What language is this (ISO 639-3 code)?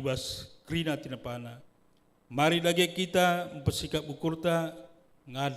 btx